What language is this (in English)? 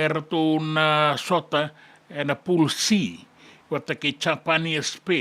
Fijian